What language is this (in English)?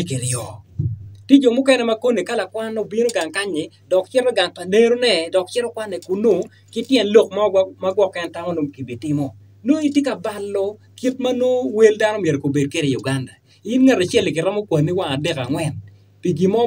Acoli